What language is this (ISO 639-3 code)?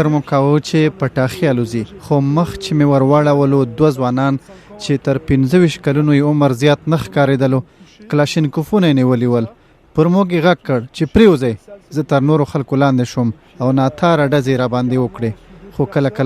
pus